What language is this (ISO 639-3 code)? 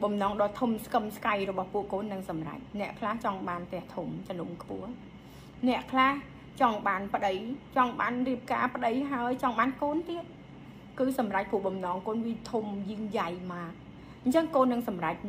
khm